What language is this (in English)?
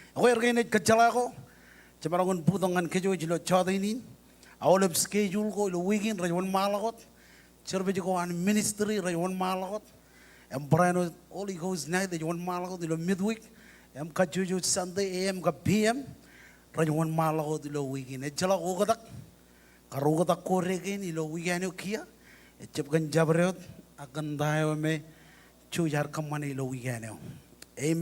Marshallese